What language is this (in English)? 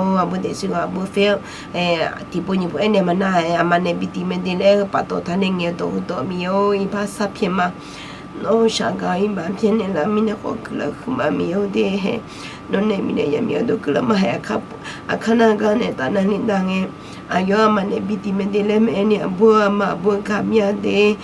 Akha